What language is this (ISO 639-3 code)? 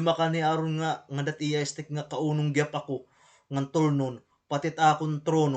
war